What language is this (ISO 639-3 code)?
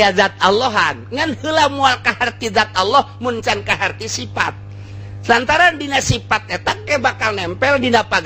sun